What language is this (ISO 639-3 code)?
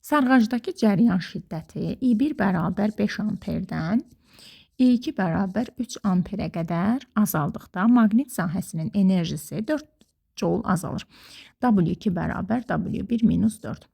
aze